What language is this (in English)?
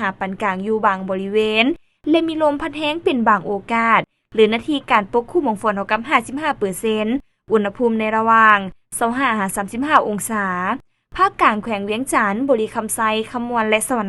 Lao